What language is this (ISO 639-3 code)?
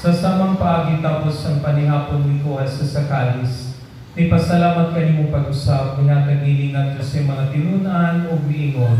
ceb